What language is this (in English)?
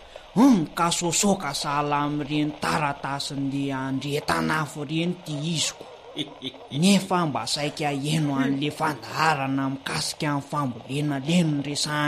Malagasy